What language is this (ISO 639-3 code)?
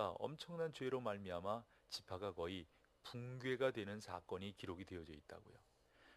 kor